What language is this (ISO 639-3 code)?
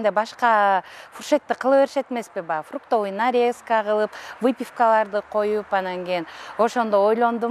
kir